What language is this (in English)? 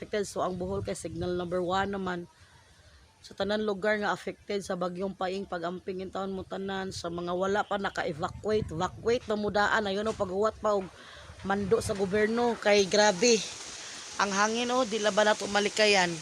Cebuano